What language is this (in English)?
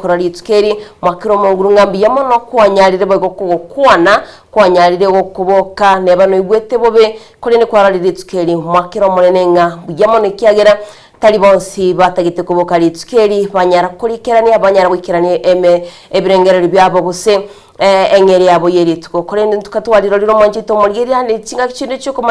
Gusii